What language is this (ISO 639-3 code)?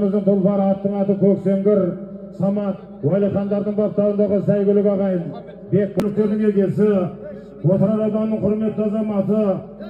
kaz